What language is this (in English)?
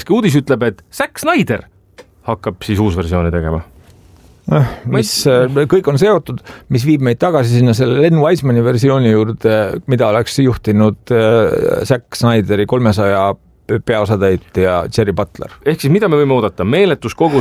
Estonian